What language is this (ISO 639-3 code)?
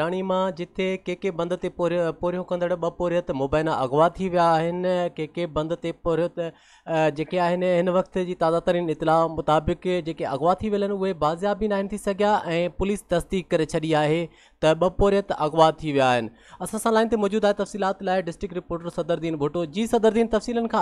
snd